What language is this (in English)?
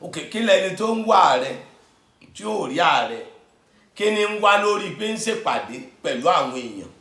Yoruba